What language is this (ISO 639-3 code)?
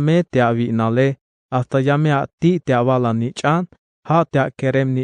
tzh